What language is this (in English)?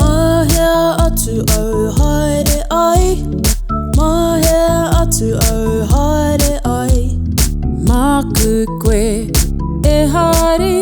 Māori